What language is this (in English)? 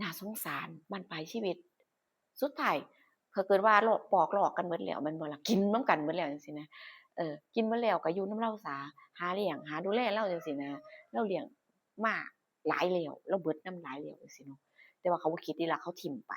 Northeastern Thai